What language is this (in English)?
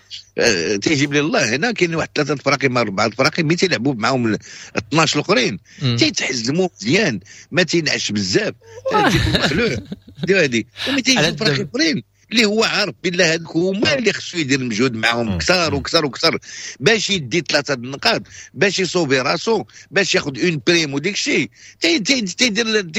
Moroccan Arabic